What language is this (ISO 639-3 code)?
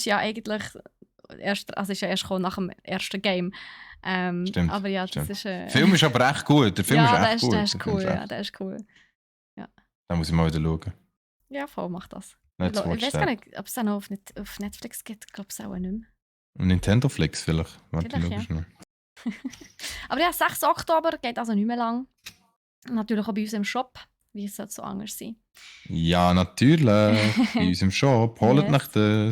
gsw